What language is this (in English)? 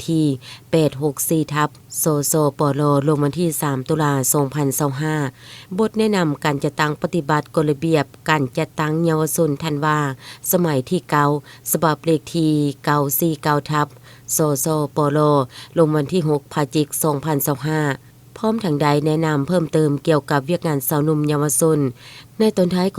Lao